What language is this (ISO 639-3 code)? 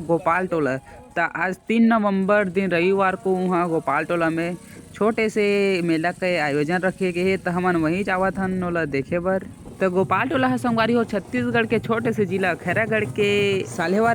hne